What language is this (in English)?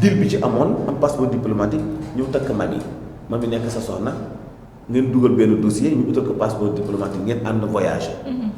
Wolof